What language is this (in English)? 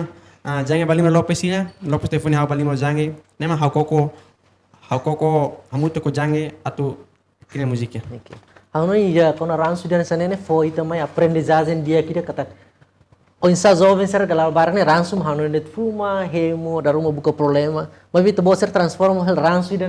Tetum